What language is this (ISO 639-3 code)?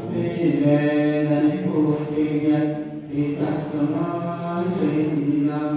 pli